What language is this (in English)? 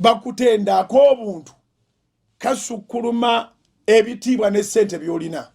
Ganda